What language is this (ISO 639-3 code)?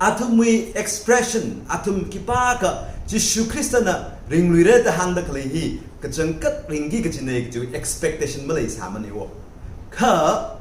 nmf